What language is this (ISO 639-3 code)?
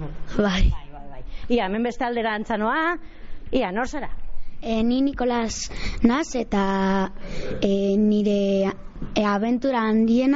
eus